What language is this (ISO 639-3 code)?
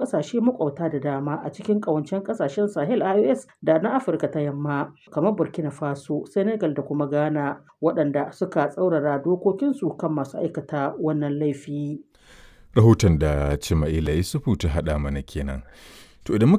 hau